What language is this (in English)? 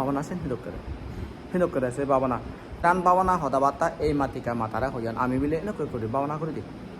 Chakma